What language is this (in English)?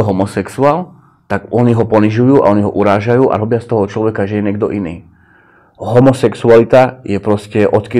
Slovak